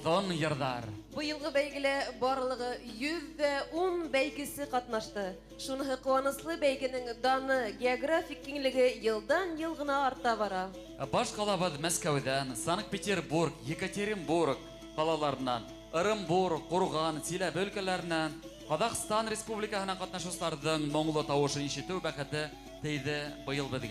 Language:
Bashkir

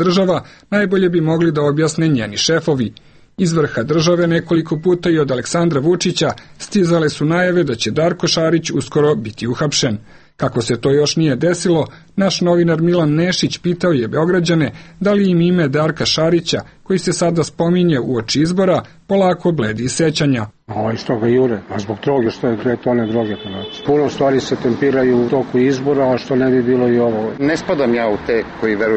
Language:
Serbian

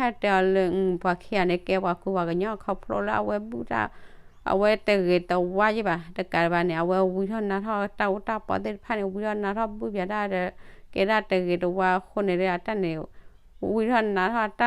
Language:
S'gaw Karen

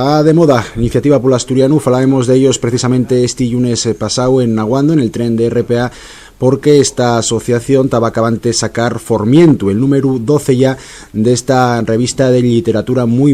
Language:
Asturian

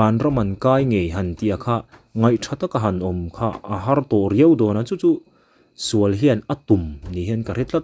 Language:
Mizo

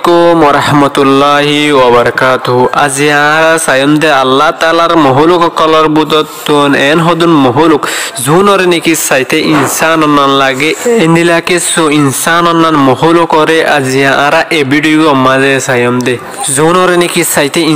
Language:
Rohingya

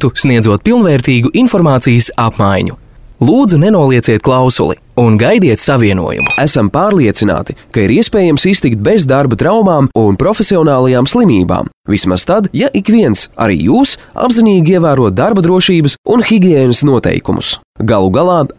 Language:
Latvian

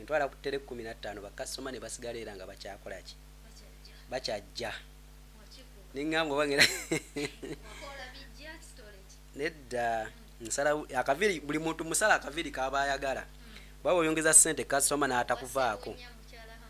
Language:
Ganda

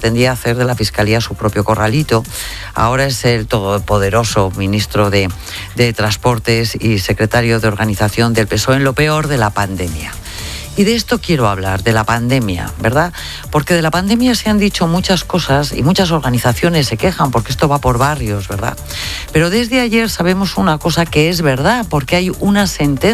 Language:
Spanish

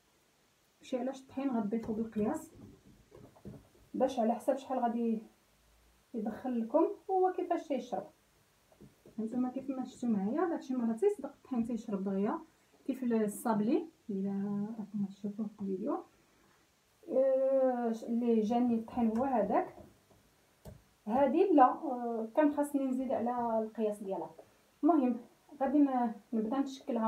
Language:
Moroccan Arabic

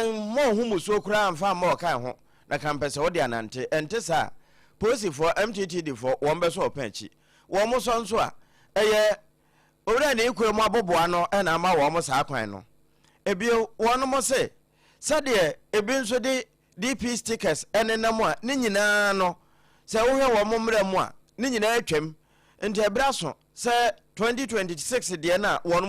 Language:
Akan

